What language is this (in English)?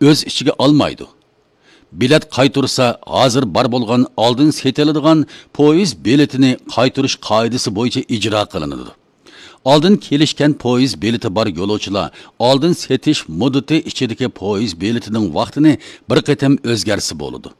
Uyghur